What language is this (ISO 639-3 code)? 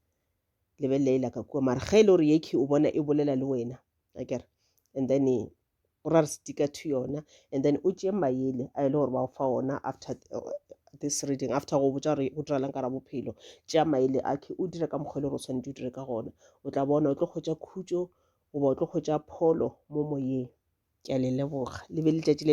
nso